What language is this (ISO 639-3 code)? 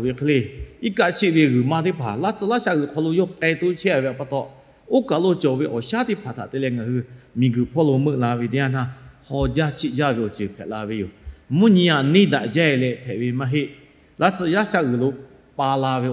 lhu